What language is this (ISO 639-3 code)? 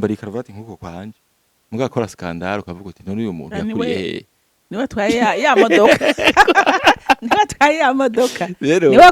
run